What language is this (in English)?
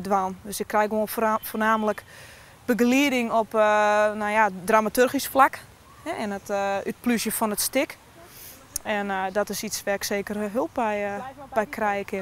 Western Frisian